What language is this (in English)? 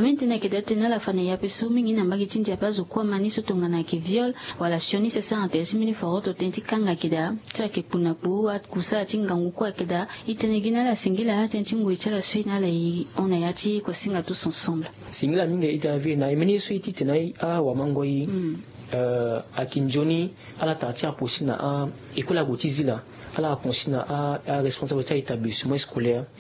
Sango